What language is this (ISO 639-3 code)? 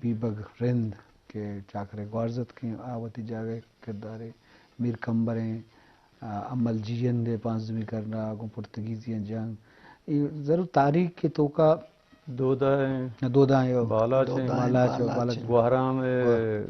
bgp